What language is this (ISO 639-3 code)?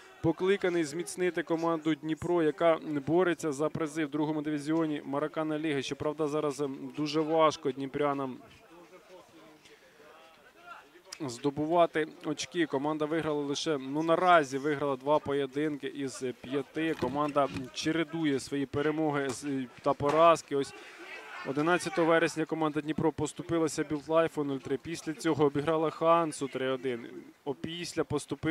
ukr